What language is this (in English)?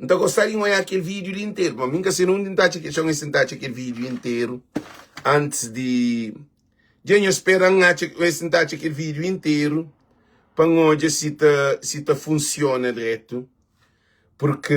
Kabuverdianu